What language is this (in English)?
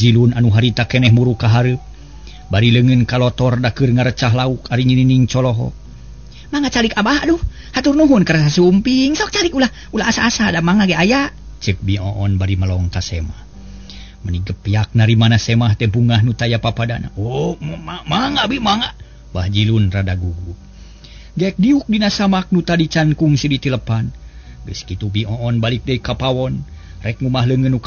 Sundanese